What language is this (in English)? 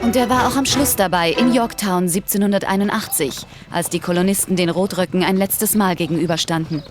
Bavarian